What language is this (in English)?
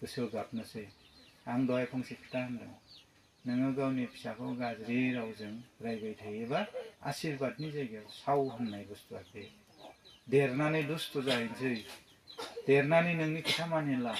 Bodo